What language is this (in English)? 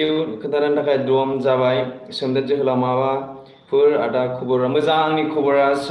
Bodo